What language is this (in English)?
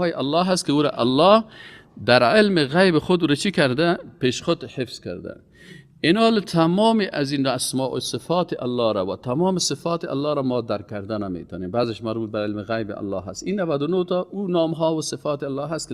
Persian